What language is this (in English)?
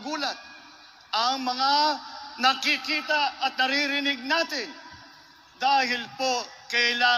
Filipino